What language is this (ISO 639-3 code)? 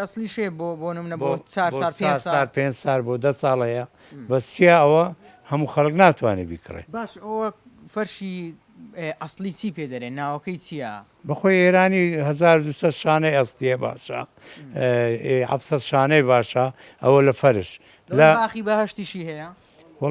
ckb